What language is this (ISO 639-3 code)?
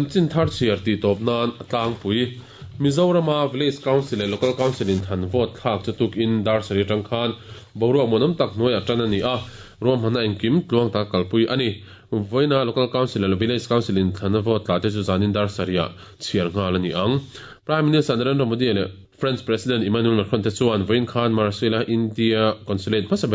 lus